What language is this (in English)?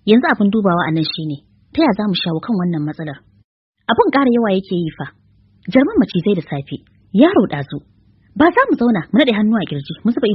Hausa